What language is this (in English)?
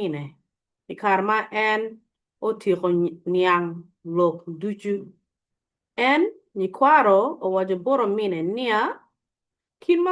Acoli